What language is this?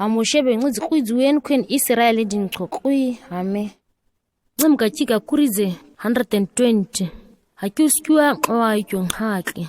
ǁGana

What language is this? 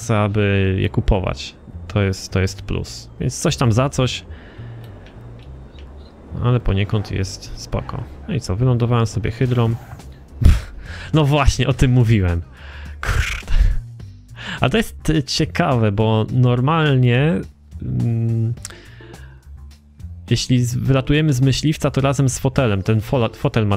Polish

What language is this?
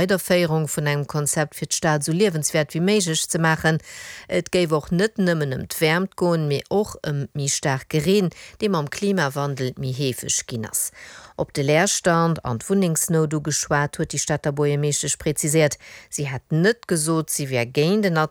Luxembourgish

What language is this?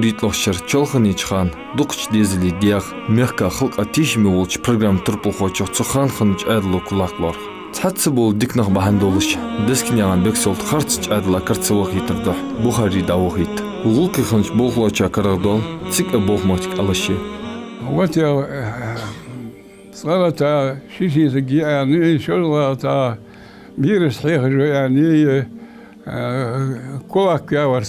Ingush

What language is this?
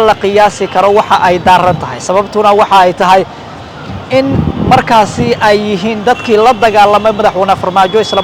Somali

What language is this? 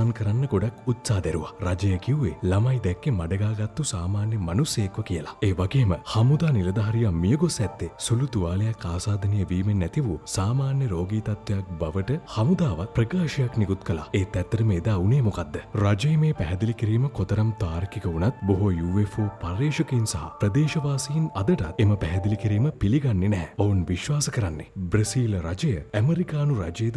Sinhala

